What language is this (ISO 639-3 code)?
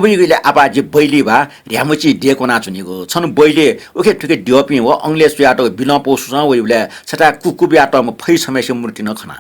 new